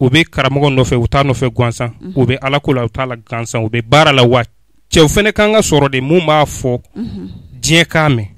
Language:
Bambara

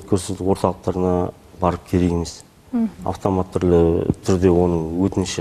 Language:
Kazakh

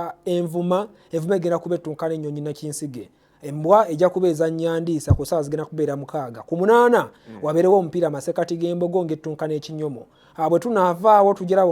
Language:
Ganda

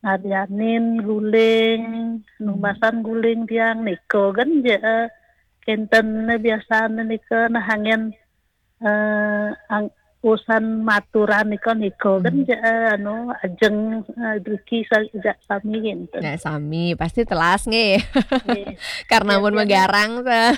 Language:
Balinese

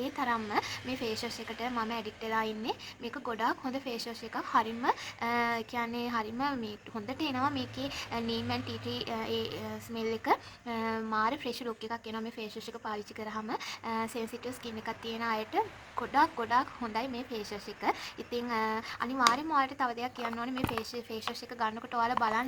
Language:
Sinhala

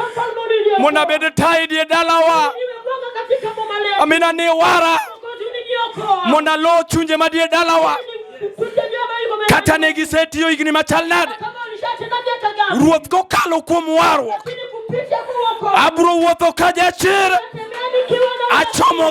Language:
Luo (Kenya and Tanzania)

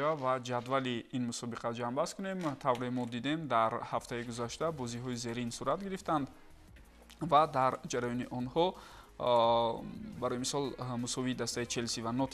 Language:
Tajik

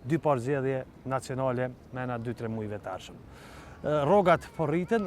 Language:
Albanian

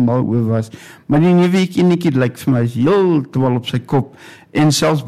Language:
Afrikaans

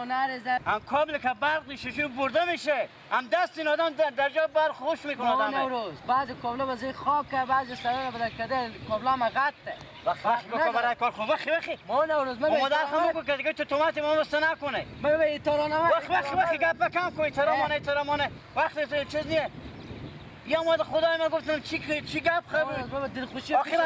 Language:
Persian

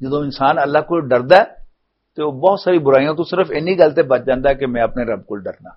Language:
Western Panjabi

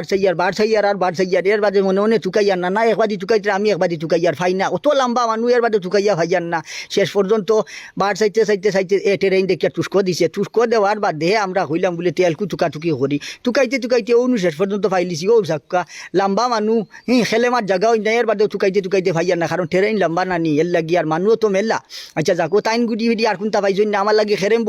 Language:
Sylheti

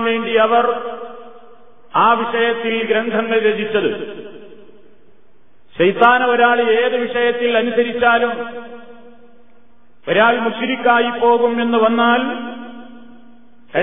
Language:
Malayalam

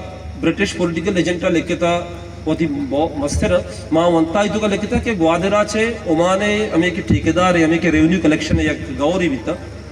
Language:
Baluchi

